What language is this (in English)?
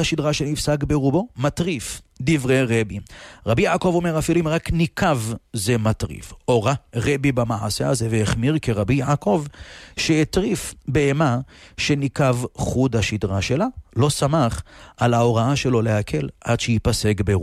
Hebrew